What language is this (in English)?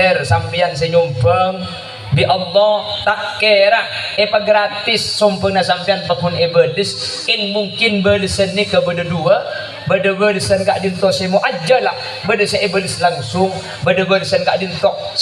Madurese